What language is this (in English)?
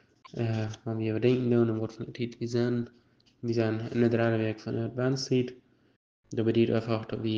Plautdietsch